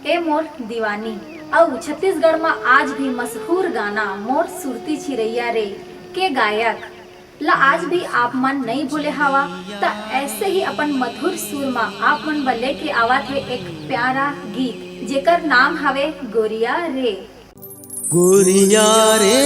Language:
Chhattisgarhi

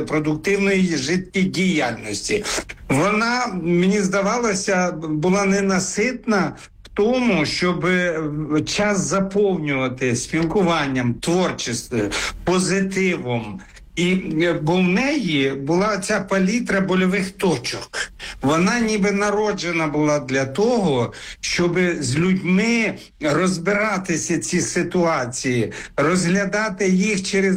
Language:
Ukrainian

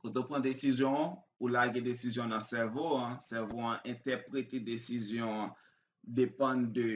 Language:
Haitian Creole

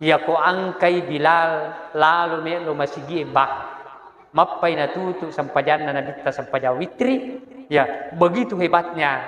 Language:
Buginese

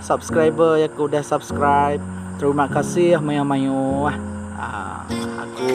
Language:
Iban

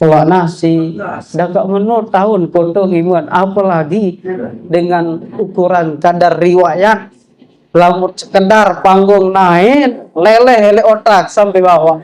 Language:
Sasak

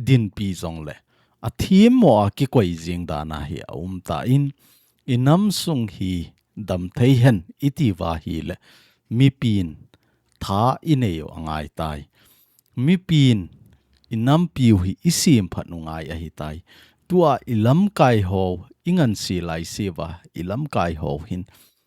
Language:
Thado Chin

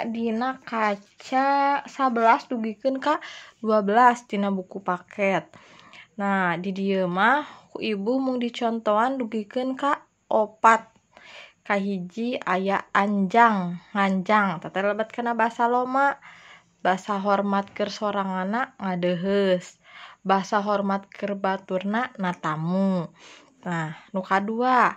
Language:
Sundanese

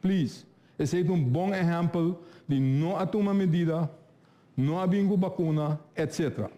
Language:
Papiamento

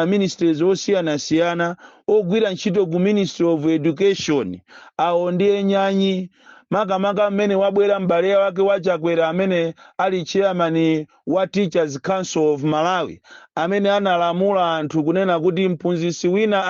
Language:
Nyanja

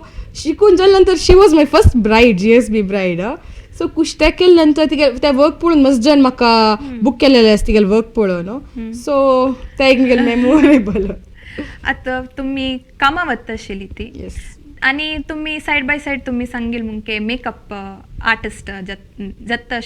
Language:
Konkani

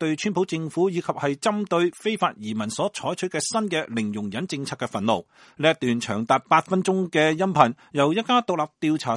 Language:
Cantonese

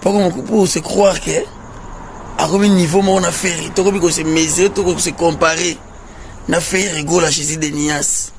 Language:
Lingala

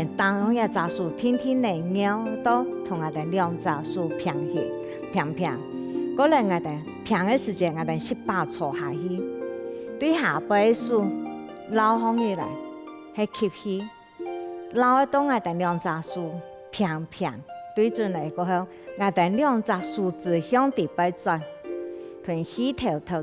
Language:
Hakka Chinese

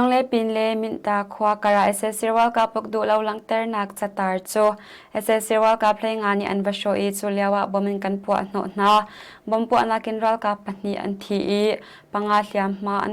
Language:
Hakha Chin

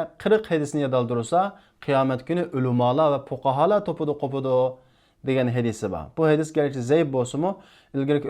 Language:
Uyghur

